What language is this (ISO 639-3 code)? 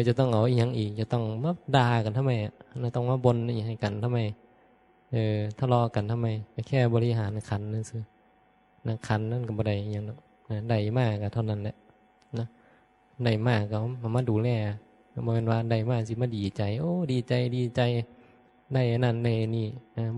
tts